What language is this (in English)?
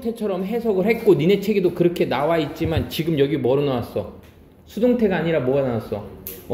Korean